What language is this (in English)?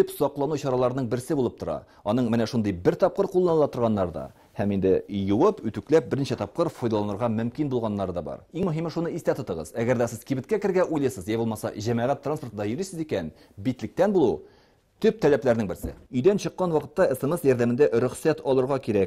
Tatar